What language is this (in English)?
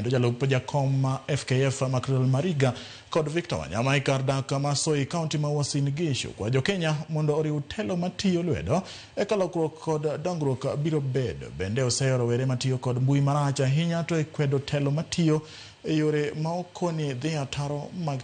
Luo (Kenya and Tanzania)